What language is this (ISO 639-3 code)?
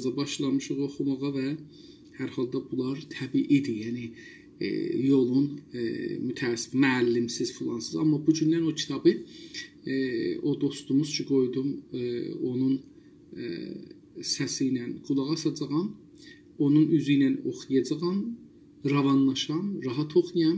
azb